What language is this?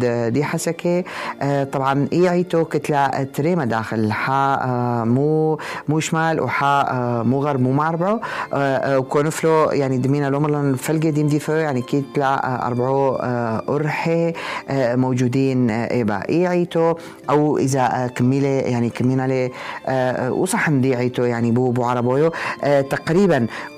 North Levantine Arabic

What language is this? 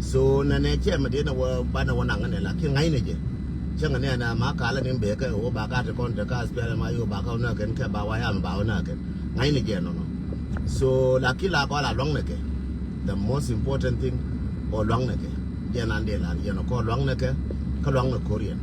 Nuer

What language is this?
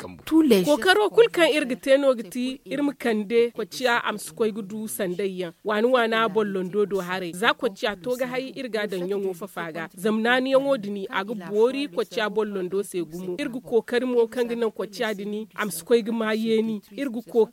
Zarma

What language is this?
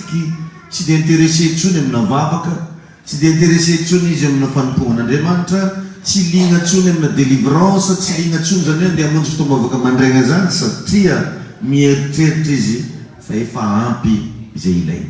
Malagasy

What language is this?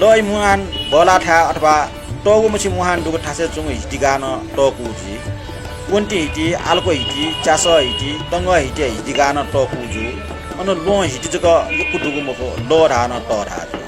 Newari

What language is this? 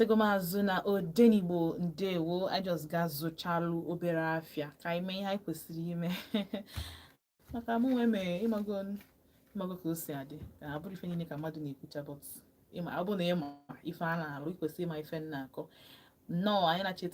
Igbo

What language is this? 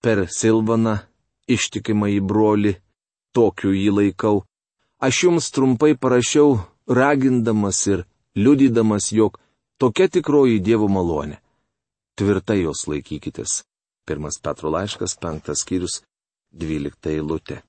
Lithuanian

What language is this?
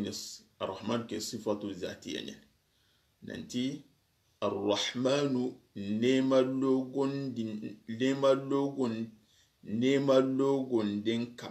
Soninke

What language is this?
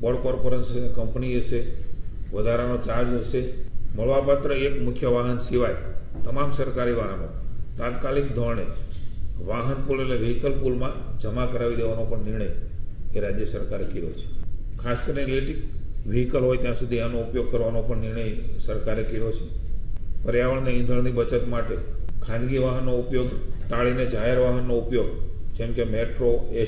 Gujarati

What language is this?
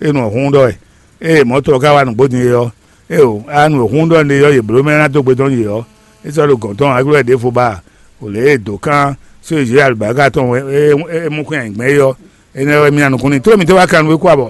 Fon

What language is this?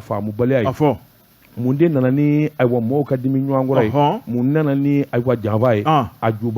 Bambara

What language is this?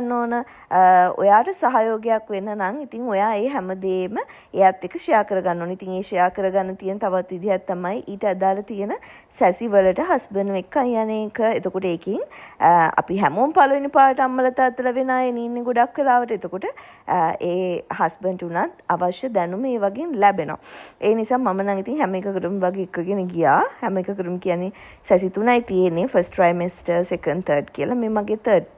Sinhala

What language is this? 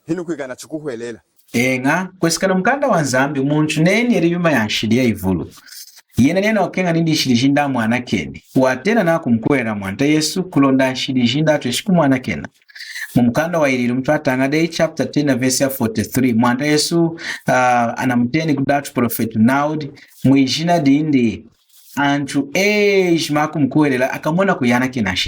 Lunda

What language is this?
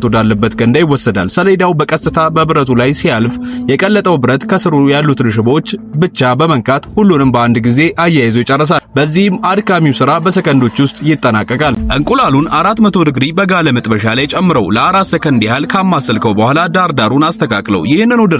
Amharic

